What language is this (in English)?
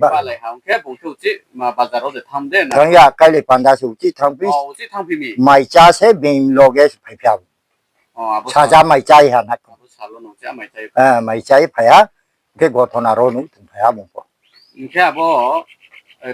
Riang (India)